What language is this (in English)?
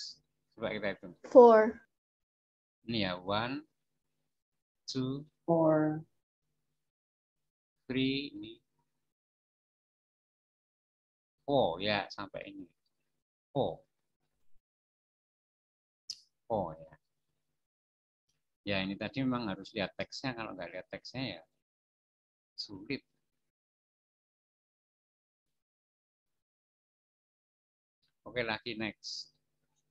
Indonesian